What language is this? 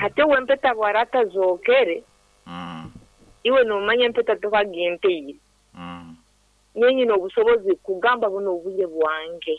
Nyankole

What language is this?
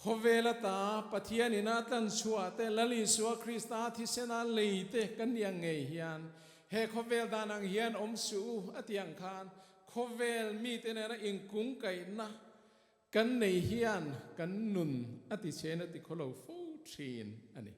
Mizo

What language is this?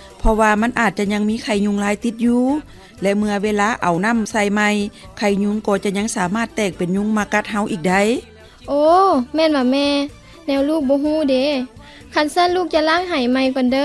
Lao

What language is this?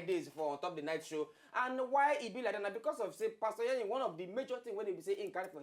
Nigerian Pidgin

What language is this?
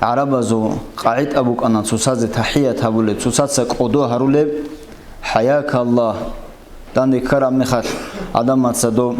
Avaric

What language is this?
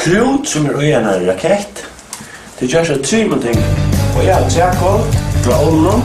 Faroese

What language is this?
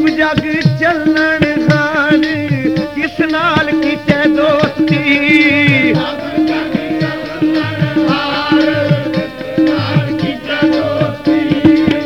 Punjabi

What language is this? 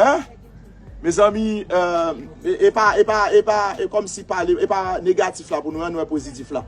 Haitian Creole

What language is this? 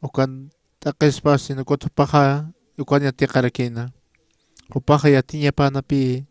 Aymara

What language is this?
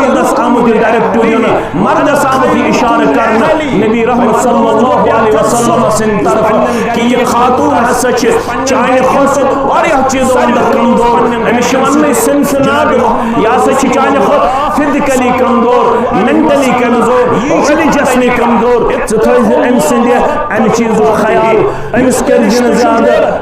Kashmiri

